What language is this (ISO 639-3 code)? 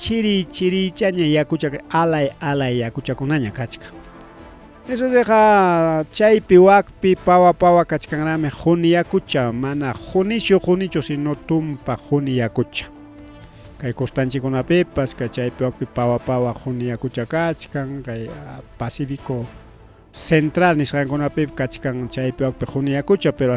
quy